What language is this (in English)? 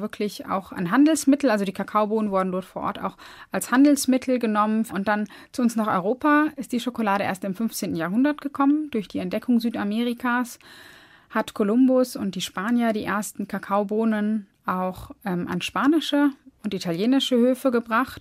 German